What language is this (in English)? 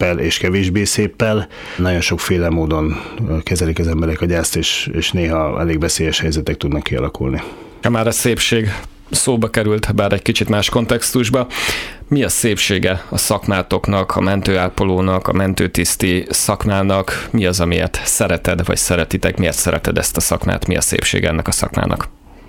Hungarian